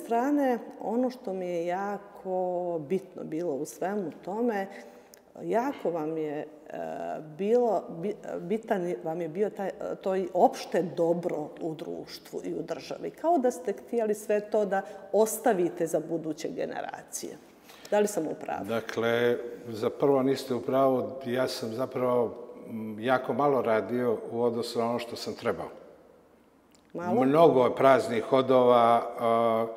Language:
Serbian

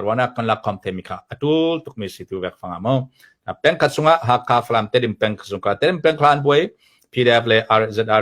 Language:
Hakha Chin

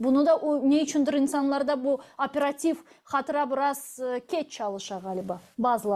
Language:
Crimean Tatar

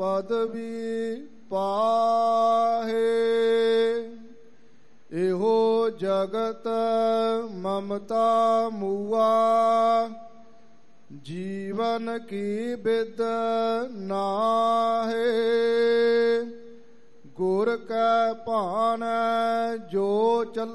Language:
Punjabi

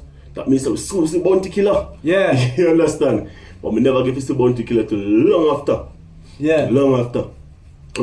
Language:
Jamaican Creole English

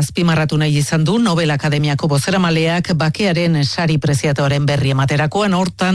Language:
Basque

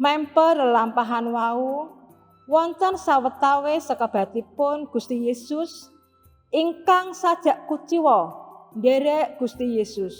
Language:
Javanese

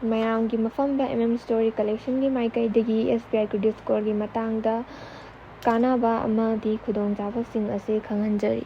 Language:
Manipuri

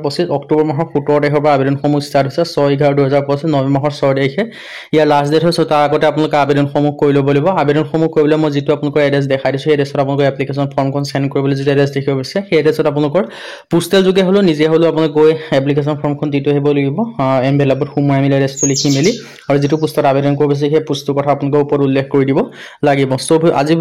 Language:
Assamese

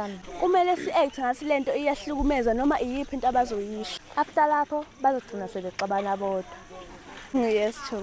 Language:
Zulu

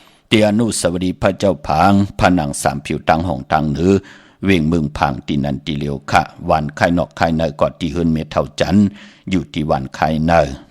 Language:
Shan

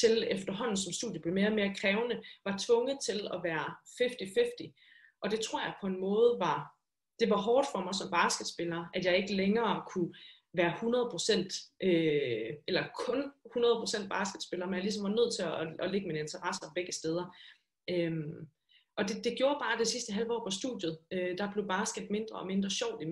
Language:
Danish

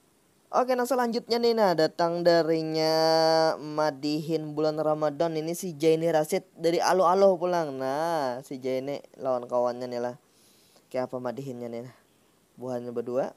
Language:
Banjar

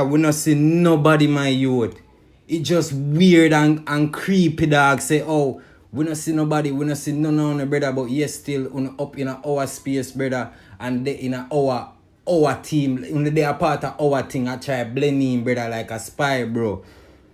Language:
Jamaican Creole English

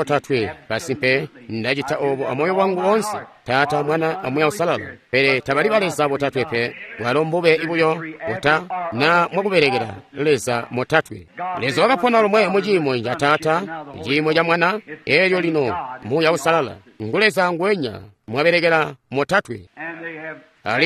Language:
Tonga (Zambia)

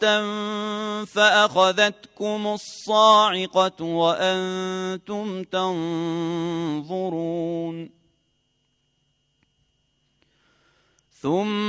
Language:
Arabic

